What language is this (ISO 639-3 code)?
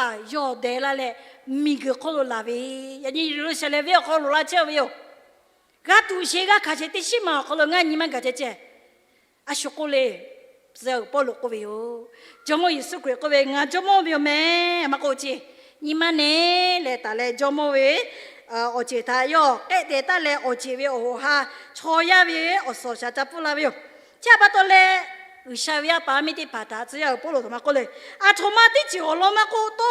lhu